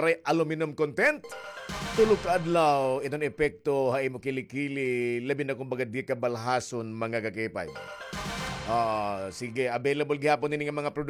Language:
Waray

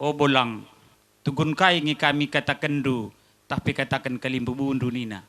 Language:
Batak Karo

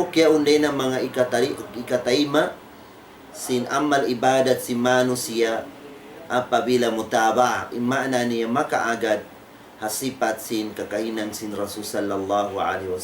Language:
Tausug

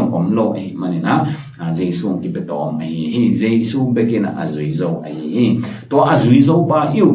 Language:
Tedim Chin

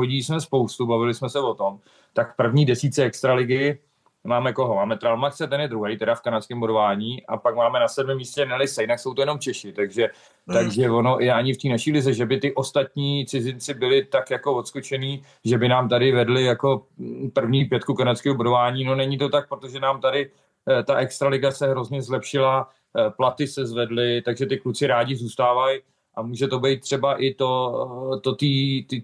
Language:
Czech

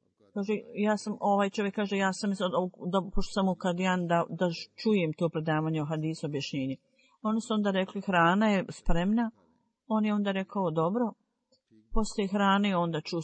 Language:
Bosnian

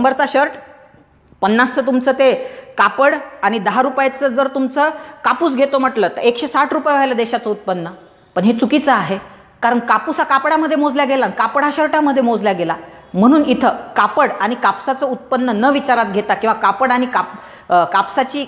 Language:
Marathi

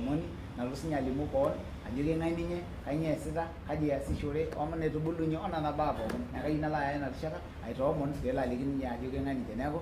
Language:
Masai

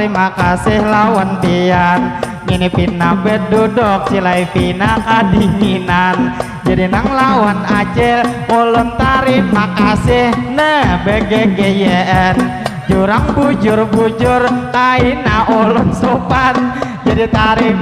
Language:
Banjar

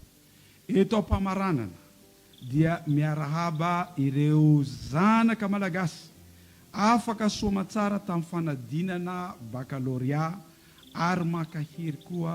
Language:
Malagasy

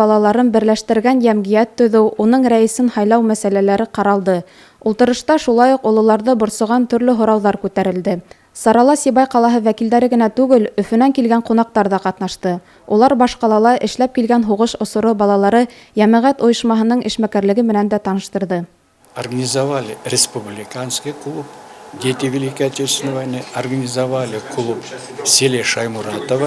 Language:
Bashkir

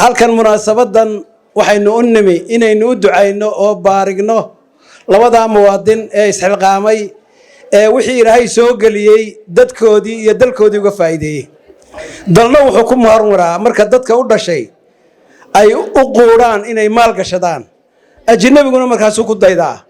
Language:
Somali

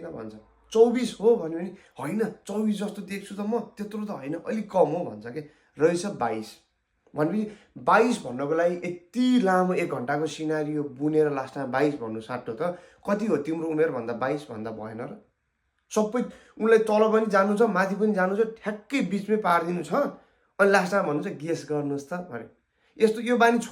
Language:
Nepali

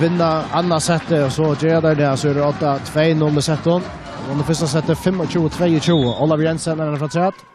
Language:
Faroese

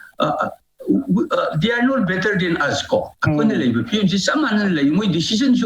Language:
Manipuri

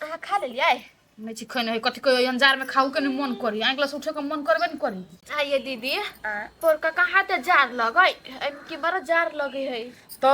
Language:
Maithili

